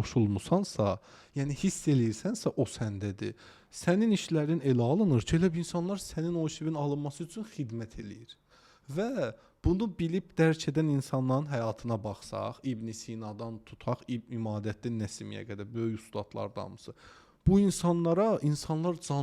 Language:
Azerbaijani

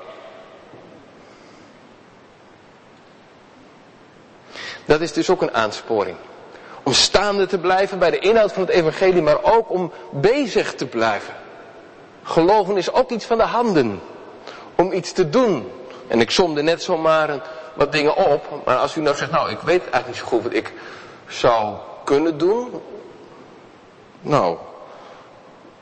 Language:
Dutch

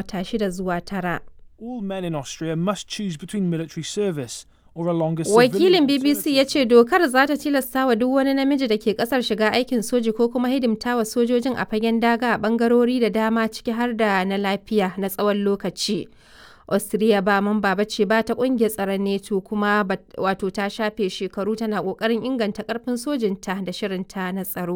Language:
Hausa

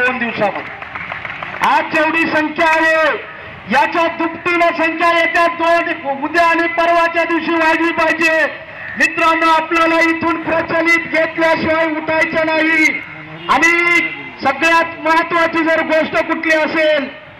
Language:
Marathi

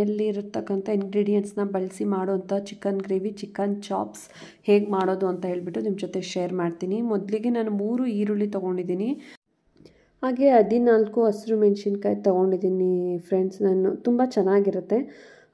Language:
Kannada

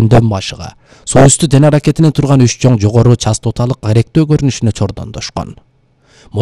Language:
Kyrgyz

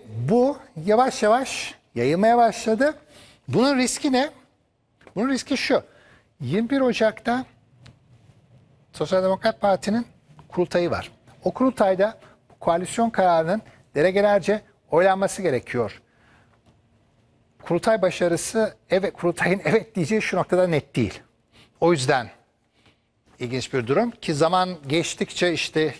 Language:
Turkish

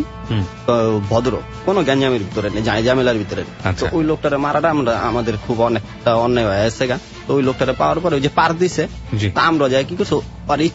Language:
Bangla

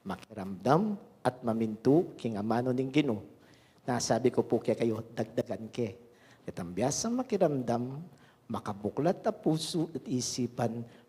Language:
Pampanga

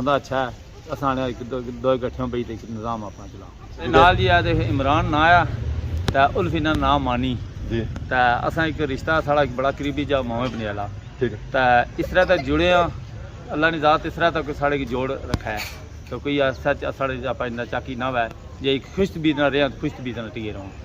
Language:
Pahari-Potwari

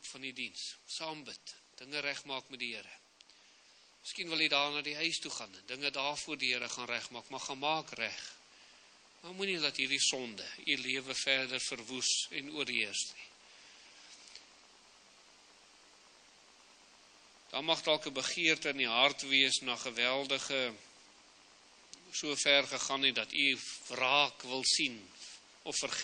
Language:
Afrikaans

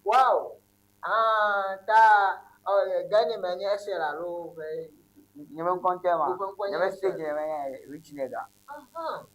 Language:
Ewe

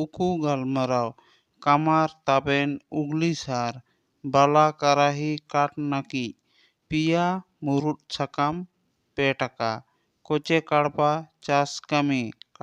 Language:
Santali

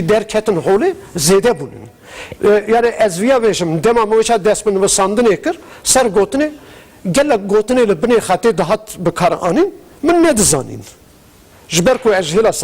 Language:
Kurdish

